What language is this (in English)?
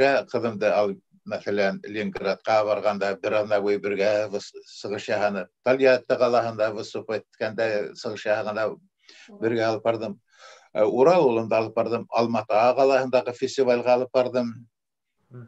Bashkir